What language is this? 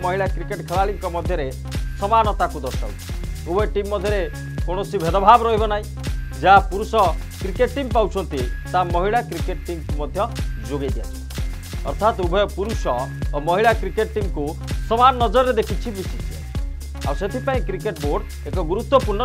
Odia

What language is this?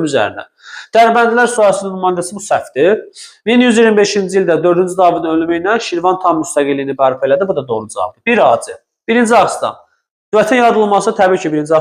Azerbaijani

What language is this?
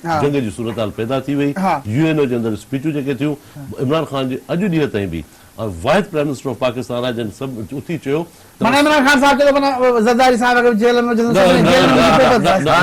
Sindhi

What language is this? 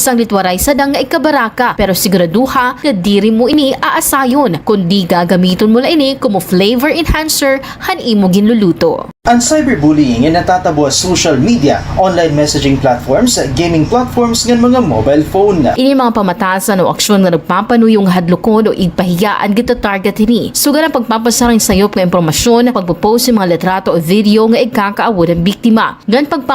Waray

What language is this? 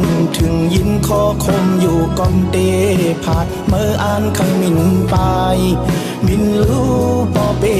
Shan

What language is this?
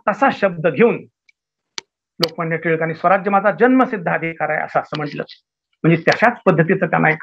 Marathi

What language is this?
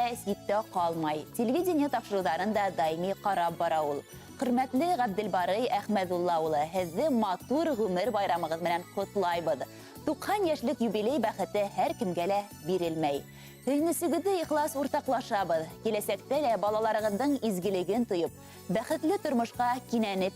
Bashkir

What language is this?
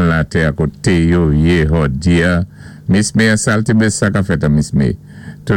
Saint Lucian Creole French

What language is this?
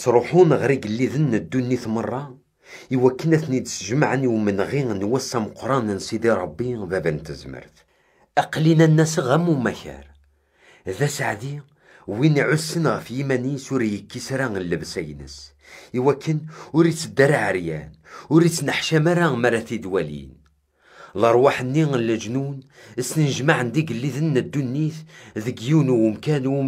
Kabyle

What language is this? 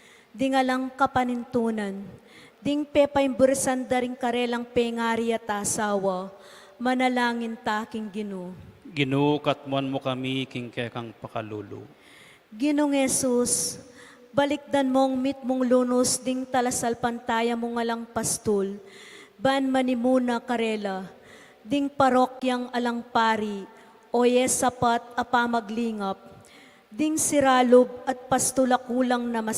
Pampanga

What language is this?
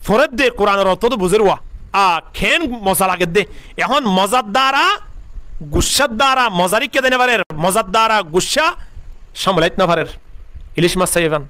Rohingya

